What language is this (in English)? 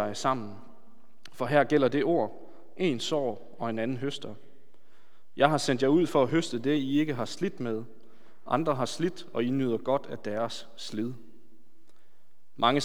Danish